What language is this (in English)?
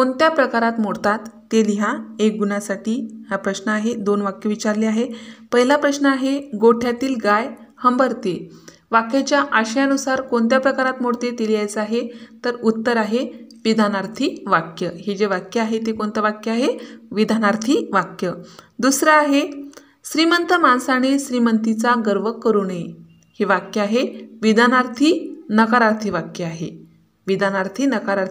Marathi